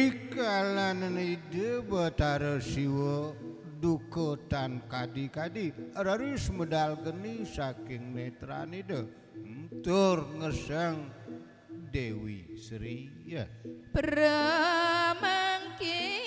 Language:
Balinese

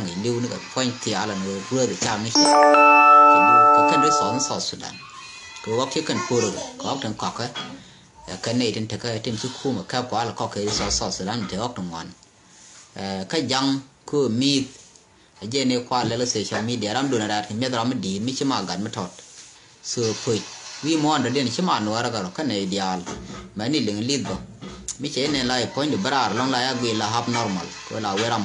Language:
Nuer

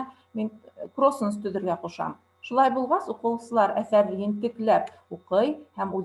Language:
Bashkir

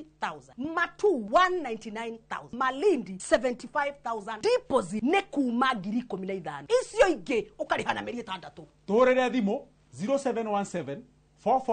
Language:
Kikuyu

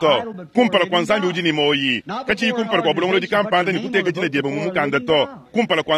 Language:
Luba-Lulua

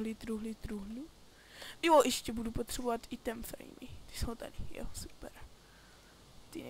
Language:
Czech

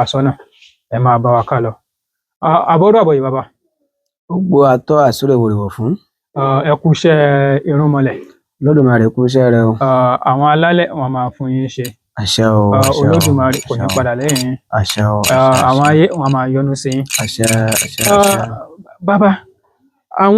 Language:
Yoruba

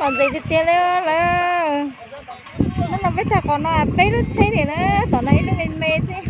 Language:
Hmong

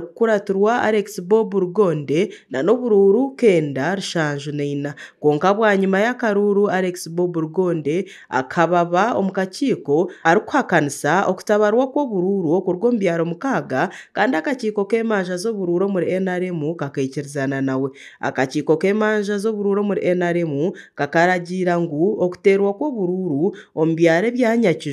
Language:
Nyankole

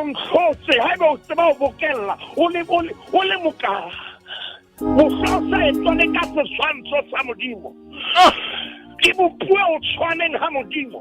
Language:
Southern Sotho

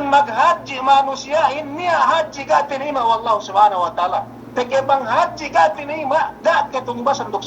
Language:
Yakan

